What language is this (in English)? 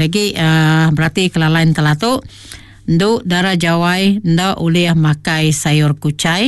Iban